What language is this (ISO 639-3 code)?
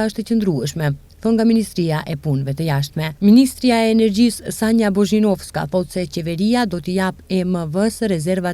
sqi